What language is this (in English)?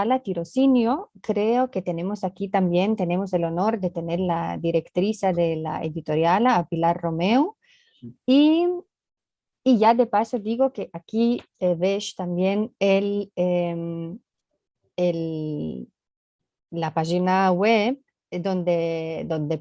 Ladino